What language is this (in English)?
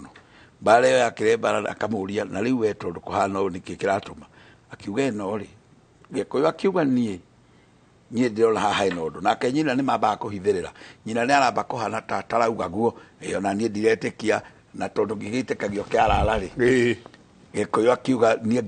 Kikuyu